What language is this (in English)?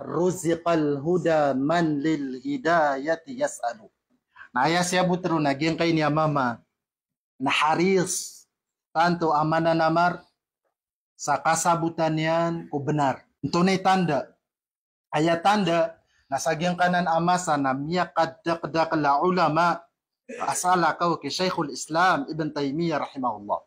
Maranao